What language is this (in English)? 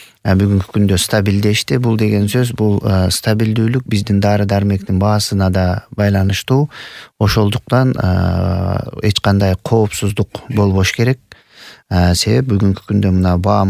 Kyrgyz